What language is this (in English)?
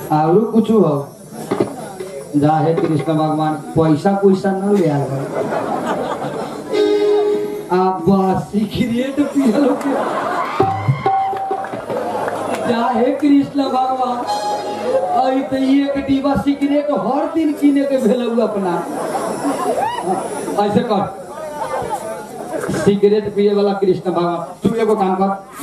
Bhojpuri